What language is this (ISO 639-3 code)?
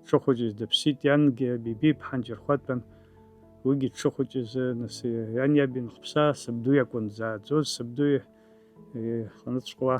abk